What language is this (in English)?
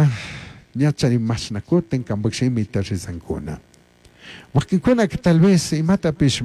Chimborazo Highland Quichua